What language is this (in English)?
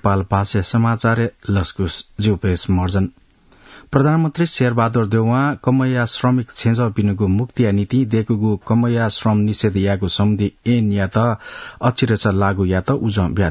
Newari